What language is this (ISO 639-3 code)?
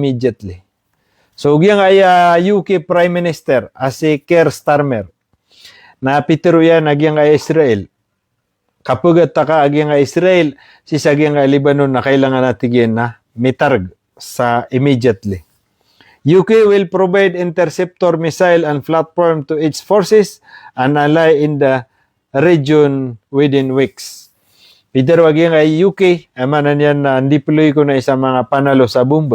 mrw